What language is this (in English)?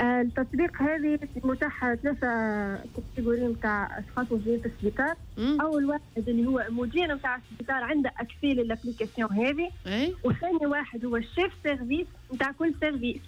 Tunisian Arabic